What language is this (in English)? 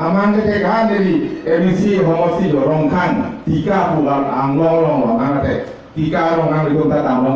Karbi